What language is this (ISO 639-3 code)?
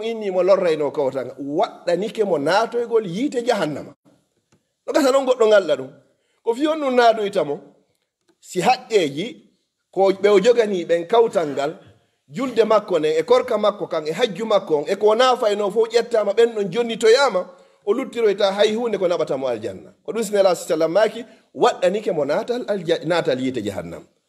ful